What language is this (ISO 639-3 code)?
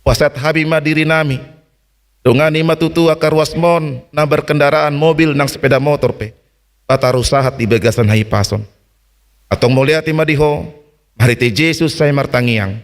bbc